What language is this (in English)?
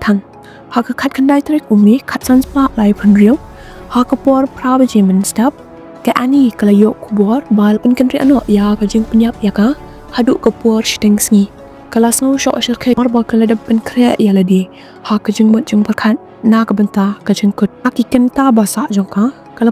Khasi